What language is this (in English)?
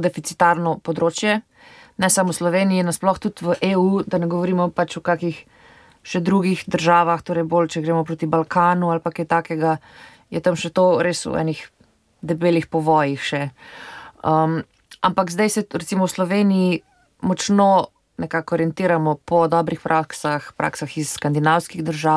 Slovenian